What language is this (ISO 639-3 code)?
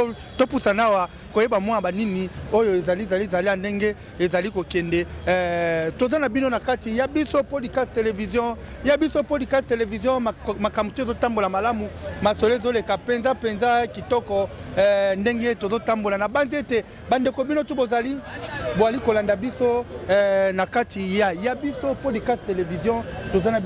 lin